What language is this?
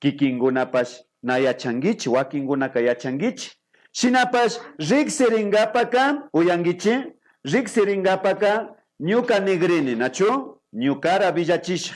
Imbabura Highland Quichua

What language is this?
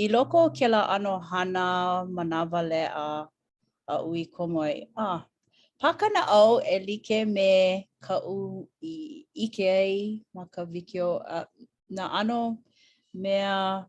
Hawaiian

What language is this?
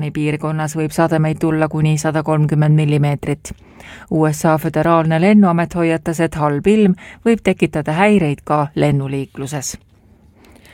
Estonian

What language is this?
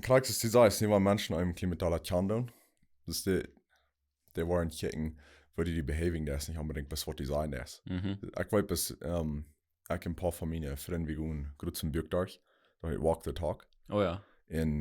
Plautdietsch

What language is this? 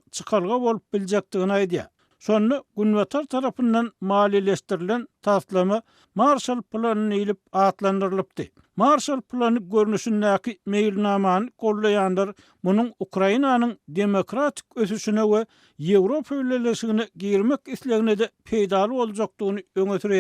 Turkmen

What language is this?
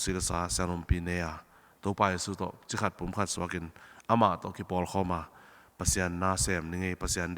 Tedim Chin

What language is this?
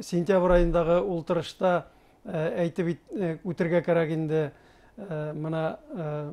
Bashkir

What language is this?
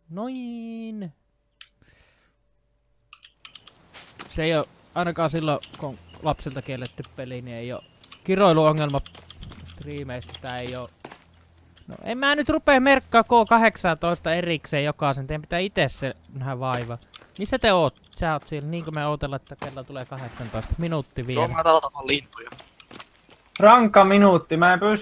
Finnish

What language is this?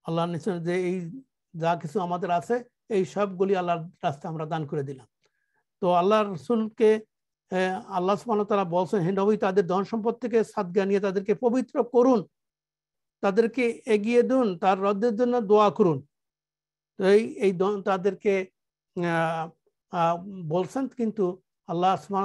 Bangla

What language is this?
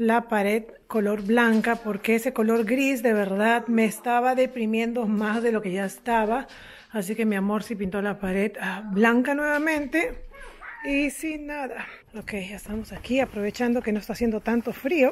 Spanish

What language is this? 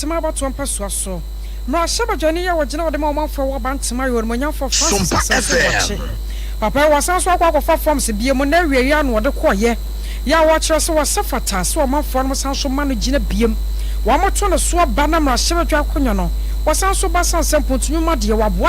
Akan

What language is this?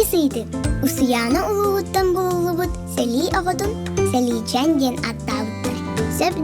Yakut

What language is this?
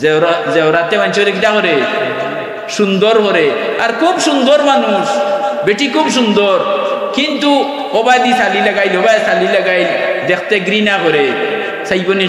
Sylheti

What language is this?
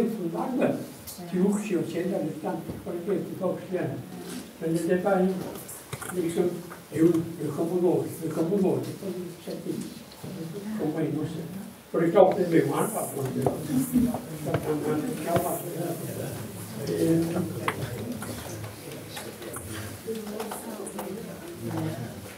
Swedish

